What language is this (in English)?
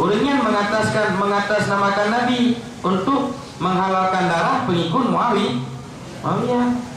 Achinese